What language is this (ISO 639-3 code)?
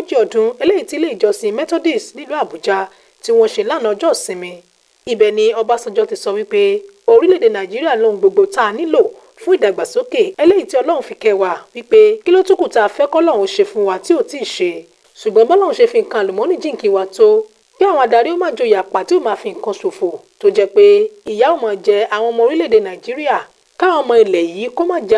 yor